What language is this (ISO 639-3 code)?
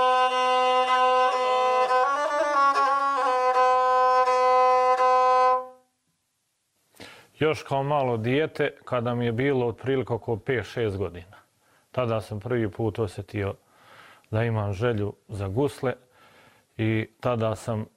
bos